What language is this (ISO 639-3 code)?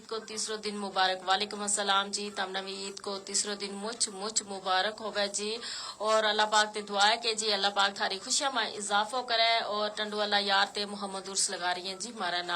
gju